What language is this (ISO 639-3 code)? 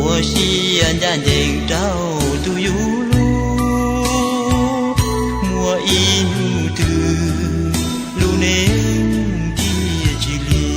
hmn